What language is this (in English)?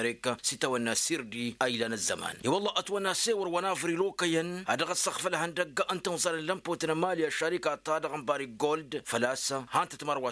Tamasheq